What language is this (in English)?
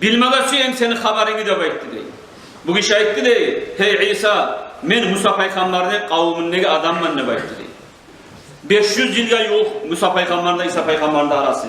Kumyk